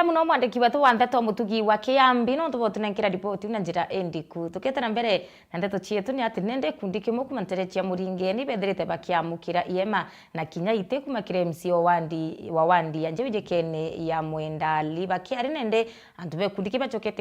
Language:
Meru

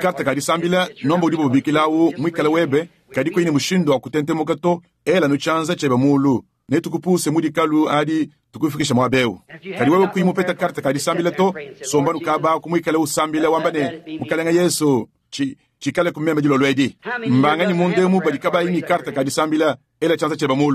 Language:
Luba-Lulua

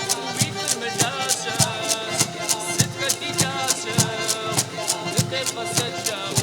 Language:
Kabardian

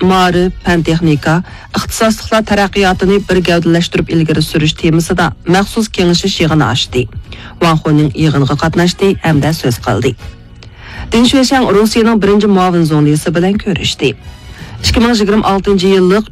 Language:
Uyghur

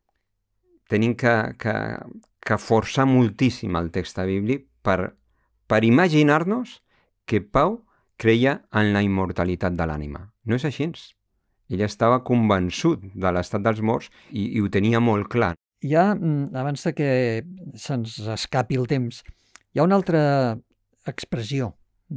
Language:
Catalan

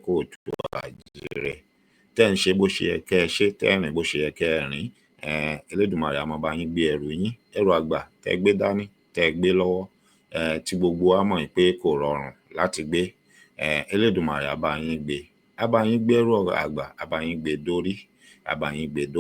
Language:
Yoruba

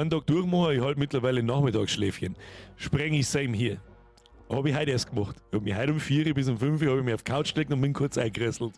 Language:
Bavarian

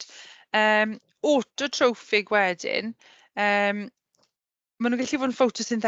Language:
Welsh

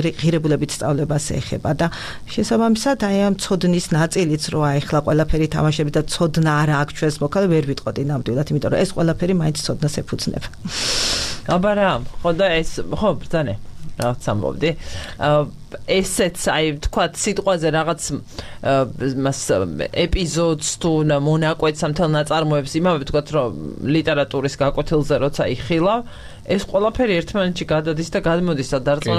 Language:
Georgian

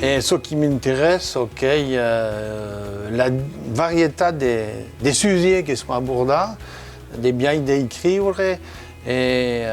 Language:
Occitan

